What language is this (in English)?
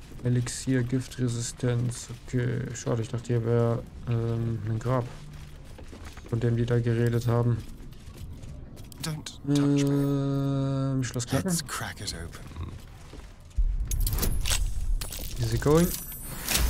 German